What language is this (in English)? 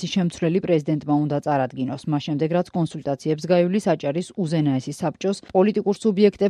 Georgian